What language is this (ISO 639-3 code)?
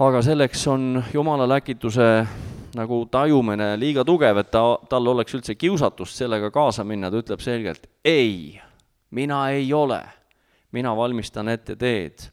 est